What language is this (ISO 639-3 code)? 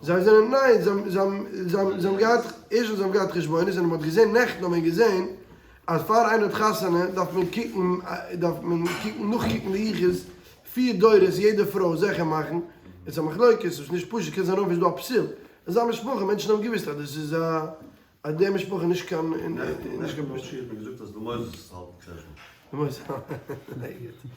yid